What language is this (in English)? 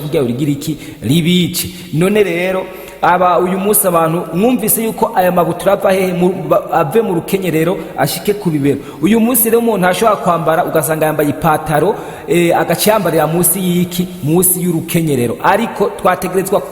Rundi